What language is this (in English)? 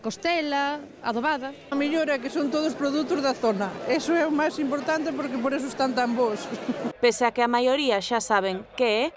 Galician